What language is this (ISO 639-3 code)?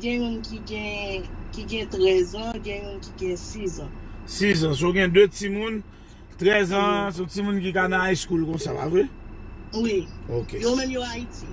hat